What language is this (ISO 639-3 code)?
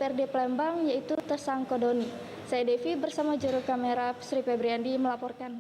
mui